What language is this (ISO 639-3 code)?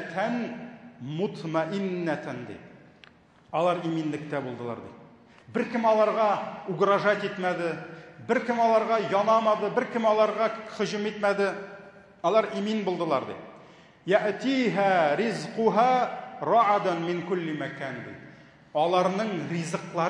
tat